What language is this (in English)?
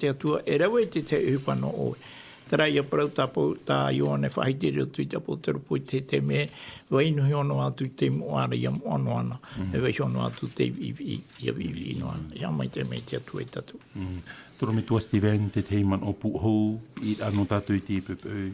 Tahitian